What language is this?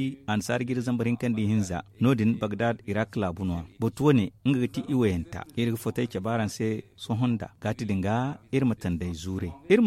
Zarma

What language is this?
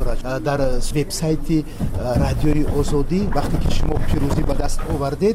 Tajik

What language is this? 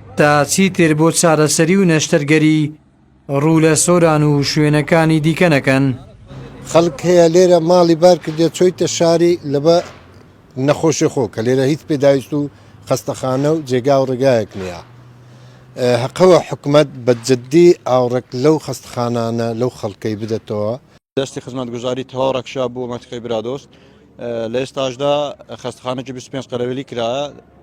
Central Kurdish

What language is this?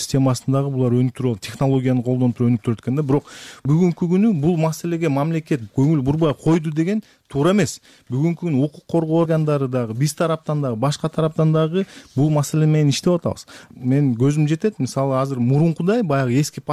Kyrgyz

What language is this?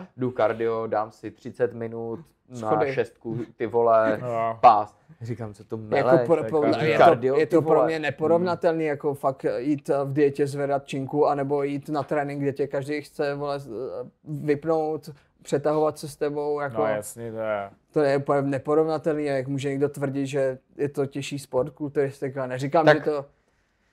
Czech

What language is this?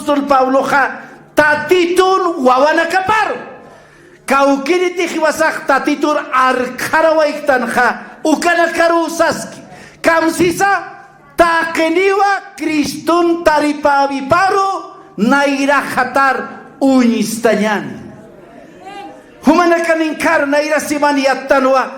Aymara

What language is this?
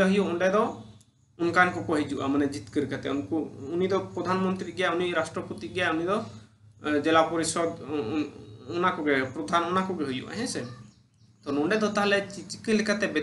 Santali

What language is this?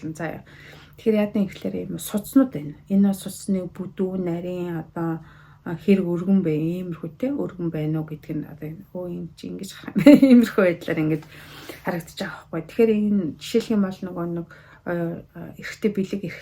Mongolian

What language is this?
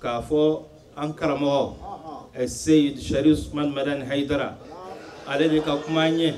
Bambara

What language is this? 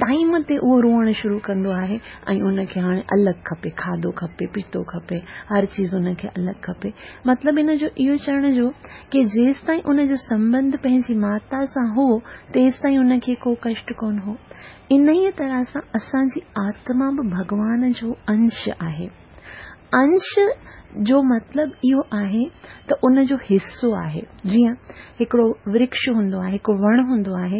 Sindhi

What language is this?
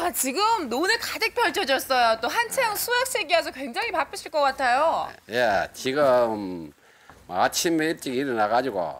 Korean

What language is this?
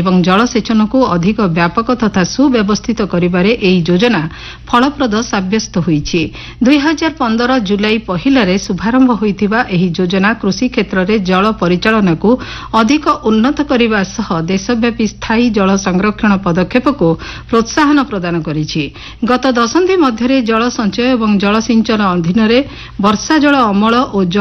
Odia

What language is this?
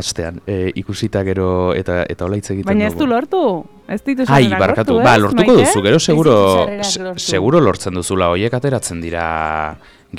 Basque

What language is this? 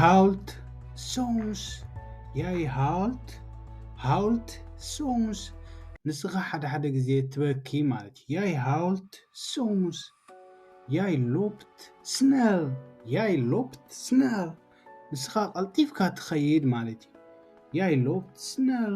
Tigrinya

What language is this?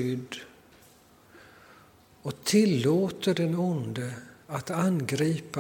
Swedish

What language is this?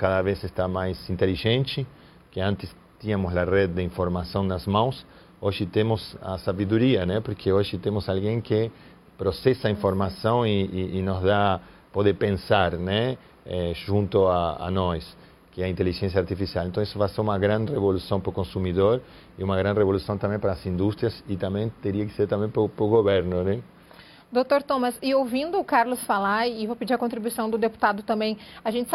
Portuguese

